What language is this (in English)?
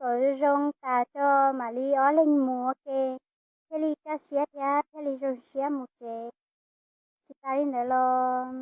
Hmong